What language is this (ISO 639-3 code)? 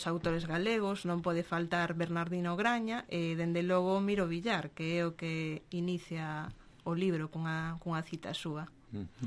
glg